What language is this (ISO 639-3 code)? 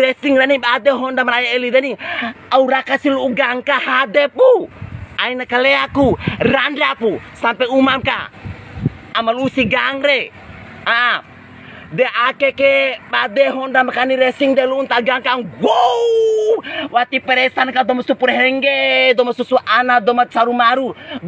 bhp